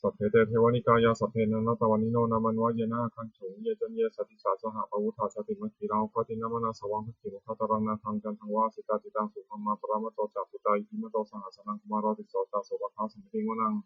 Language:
Pali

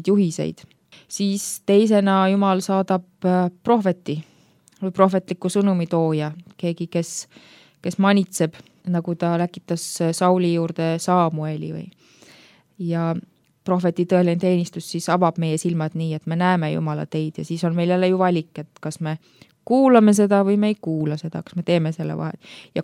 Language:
Estonian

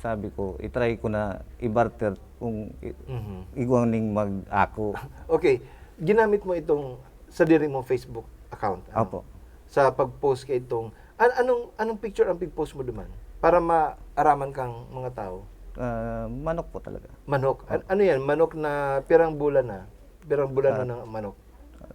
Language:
Bikol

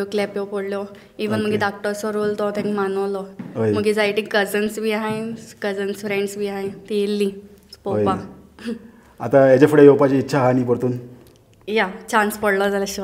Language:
Konkani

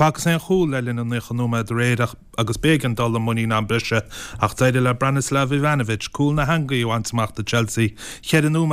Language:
Irish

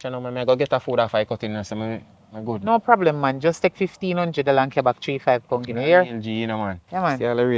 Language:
Jamaican Creole English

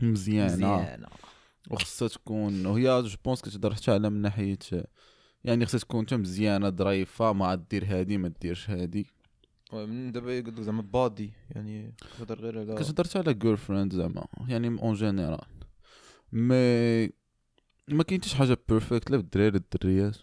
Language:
Moroccan Arabic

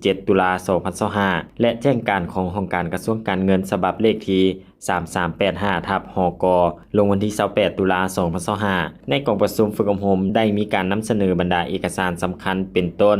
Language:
Lao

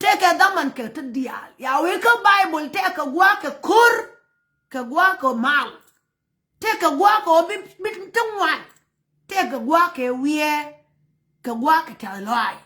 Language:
Nuer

